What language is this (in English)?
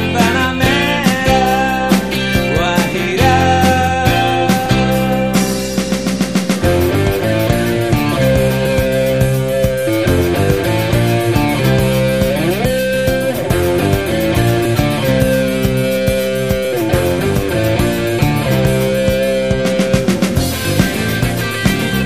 Basque